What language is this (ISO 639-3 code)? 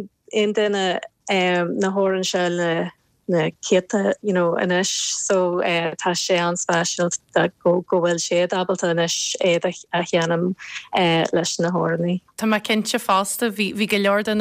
gle